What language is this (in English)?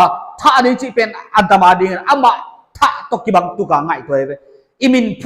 Paite Chin